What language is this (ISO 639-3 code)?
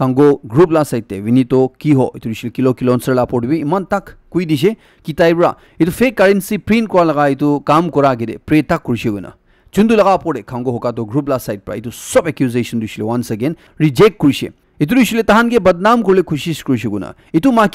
nag